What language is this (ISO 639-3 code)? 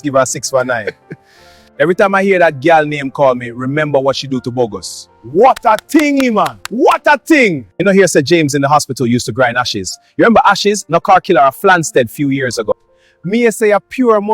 jam